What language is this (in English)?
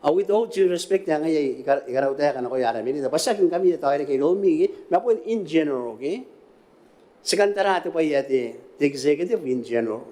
Gilbertese